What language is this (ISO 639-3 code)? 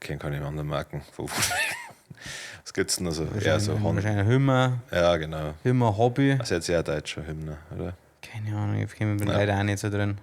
bar